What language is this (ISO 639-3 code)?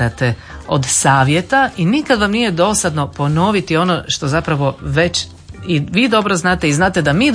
hrv